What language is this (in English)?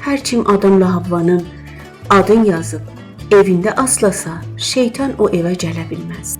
South Azerbaijani